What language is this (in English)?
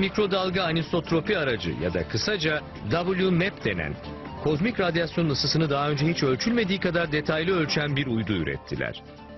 Turkish